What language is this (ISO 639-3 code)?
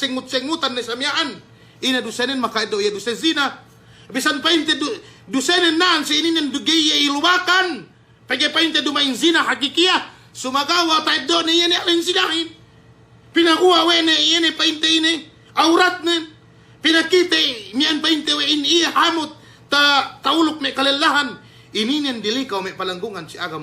yka